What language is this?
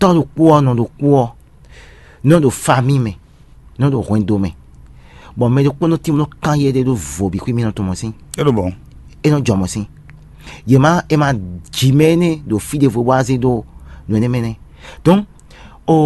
Fon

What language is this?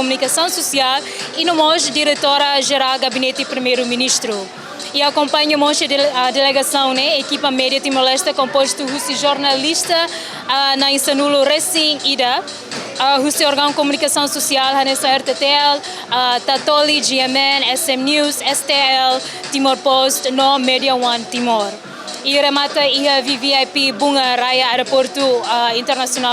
Tetum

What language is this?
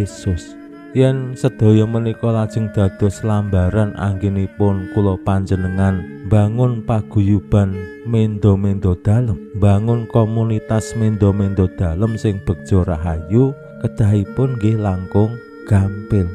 Javanese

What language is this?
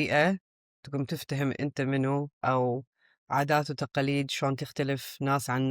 Mesopotamian Arabic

